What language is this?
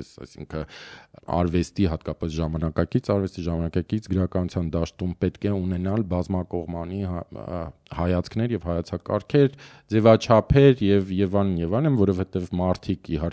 Armenian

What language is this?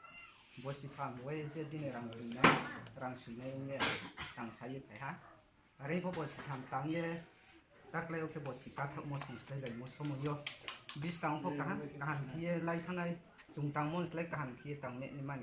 Riang (India)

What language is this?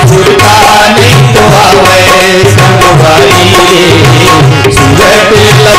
Chhattisgarhi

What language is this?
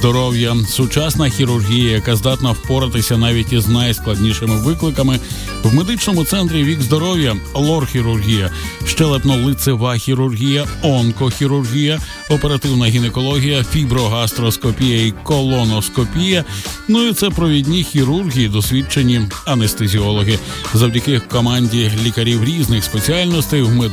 Ukrainian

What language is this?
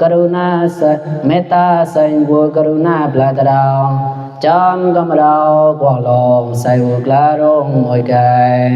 Mon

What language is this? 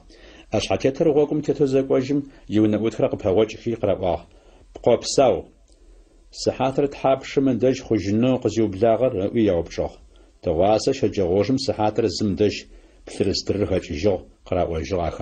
Adyghe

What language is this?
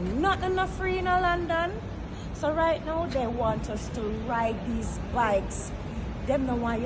Jamaican Creole English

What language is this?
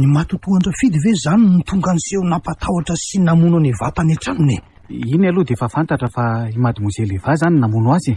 Malagasy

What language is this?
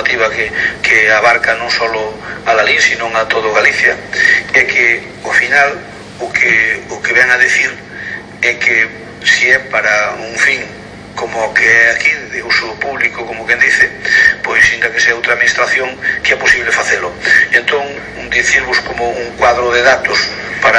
Galician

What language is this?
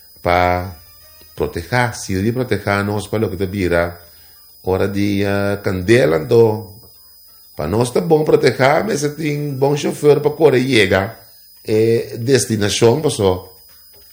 Papiamento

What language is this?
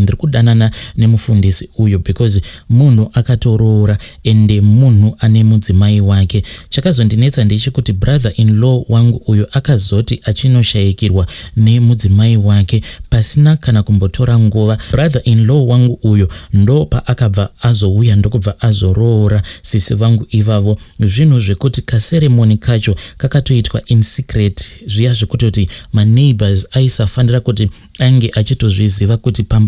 Shona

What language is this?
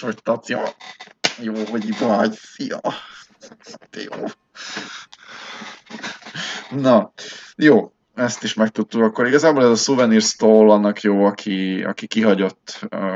Hungarian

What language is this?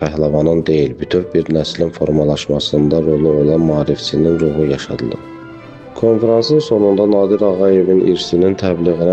Azerbaijani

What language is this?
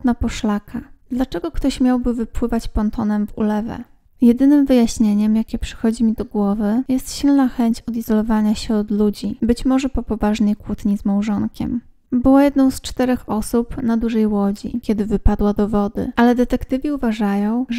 Polish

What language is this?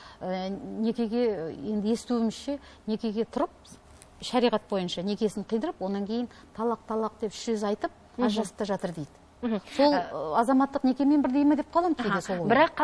Kazakh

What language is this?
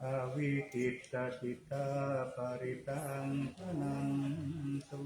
Pali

